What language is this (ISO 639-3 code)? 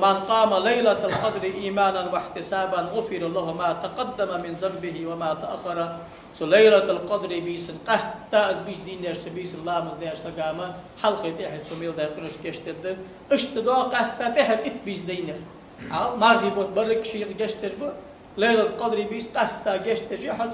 inh